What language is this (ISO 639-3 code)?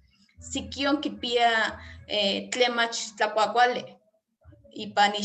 nhe